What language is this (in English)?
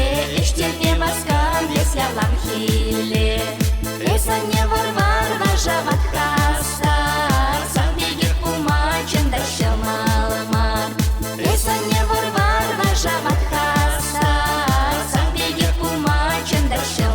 Chuvash